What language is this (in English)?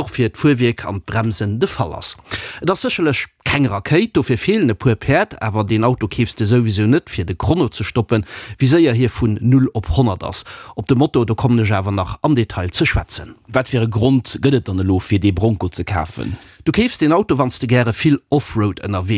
Luxembourgish